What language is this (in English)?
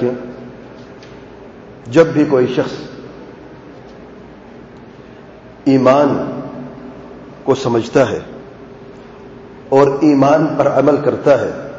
Urdu